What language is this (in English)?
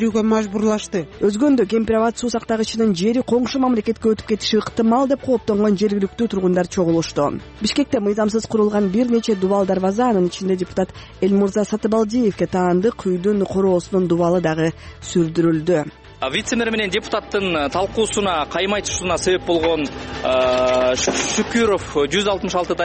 Kyrgyz